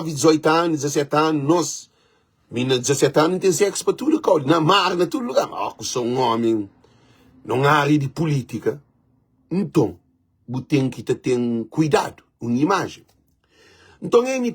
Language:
Kabuverdianu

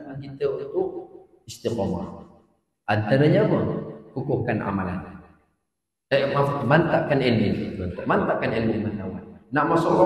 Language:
Malay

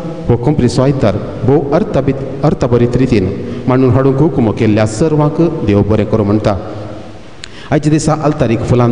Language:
Konkani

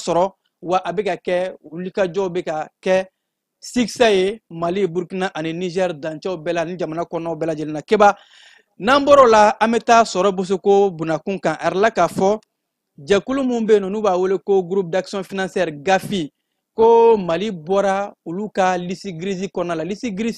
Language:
Bambara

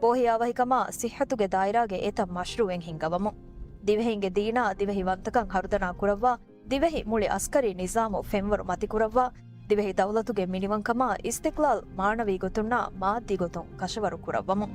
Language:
Divehi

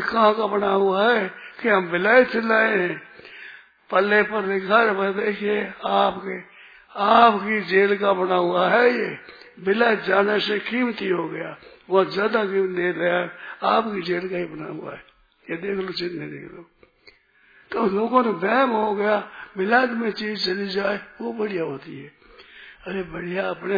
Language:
Hindi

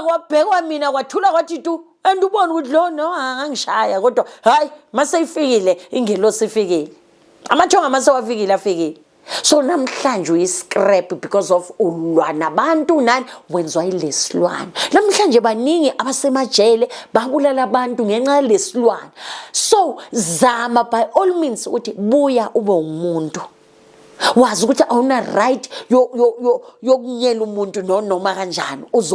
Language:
Zulu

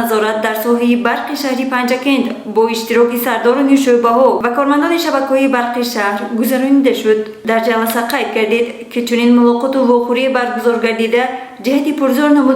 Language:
Tajik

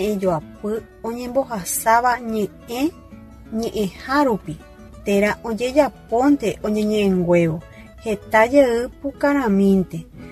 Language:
Guarani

